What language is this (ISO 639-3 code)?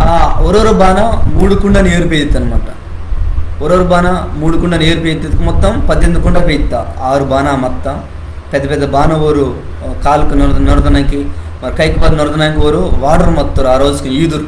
kff